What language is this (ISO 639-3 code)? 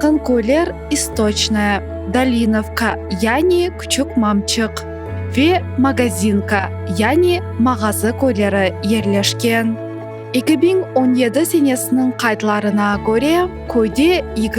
crh